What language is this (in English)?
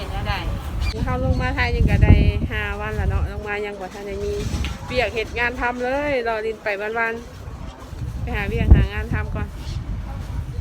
Lao